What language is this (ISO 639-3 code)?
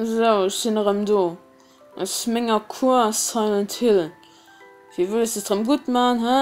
ltz